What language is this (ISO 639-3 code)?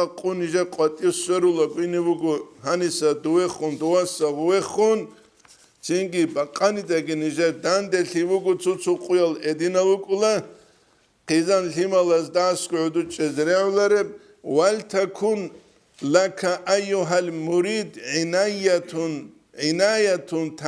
ava